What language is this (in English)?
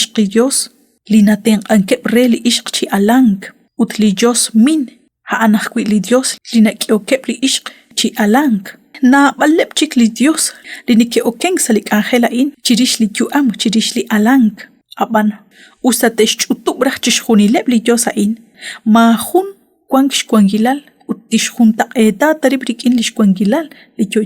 Kekchí